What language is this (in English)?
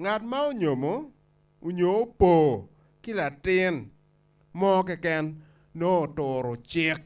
Acoli